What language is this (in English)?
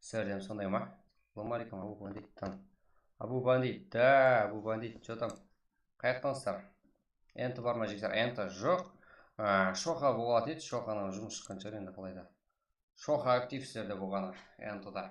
Kara-Kalpak